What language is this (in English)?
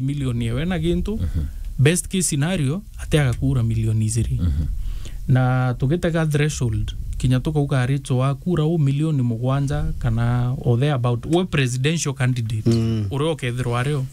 Meru